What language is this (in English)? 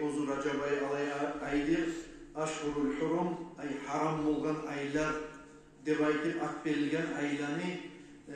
Kumyk